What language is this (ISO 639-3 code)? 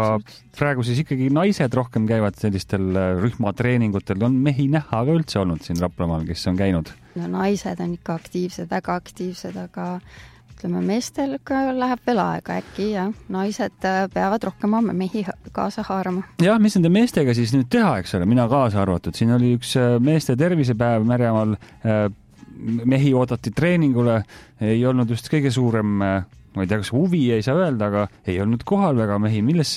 est